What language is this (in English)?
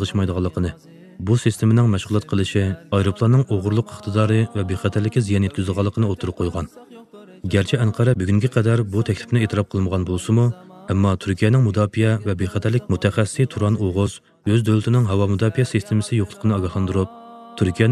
Uyghur